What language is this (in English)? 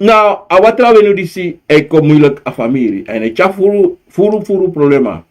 Sranan Tongo